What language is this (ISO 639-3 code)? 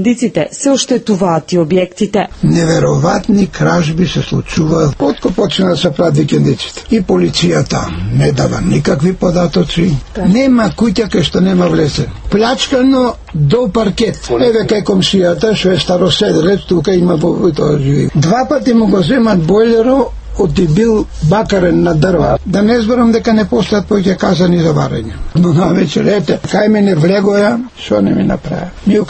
mkd